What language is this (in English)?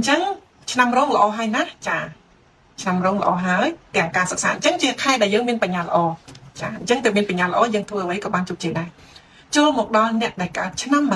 Khmer